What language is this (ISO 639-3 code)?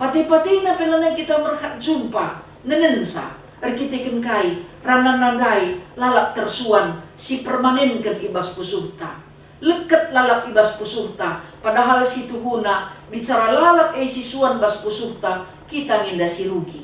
btx